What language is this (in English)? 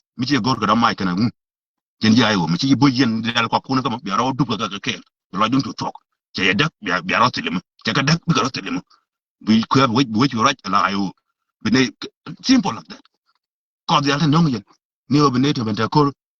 Nuer